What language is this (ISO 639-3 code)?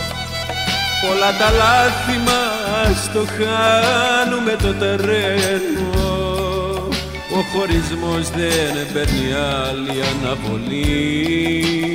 ell